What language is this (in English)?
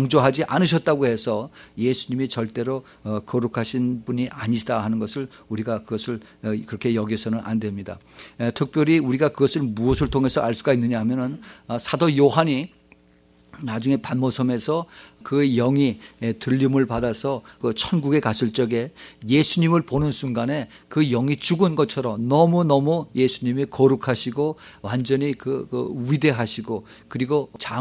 Korean